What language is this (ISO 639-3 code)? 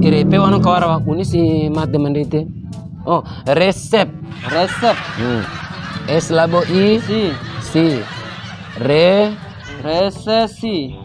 bhp